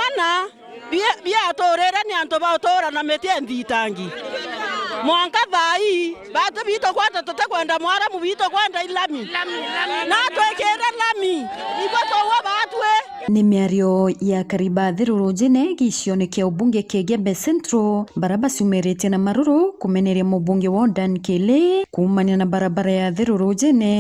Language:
Meru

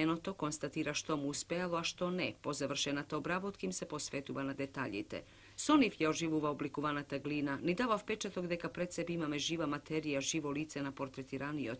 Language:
Macedonian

